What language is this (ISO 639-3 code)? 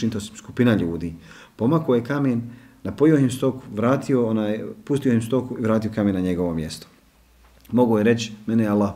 bos